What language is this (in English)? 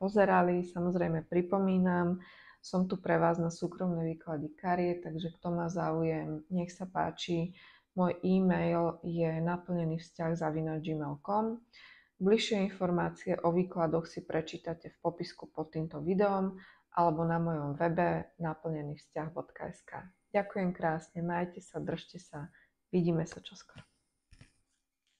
Slovak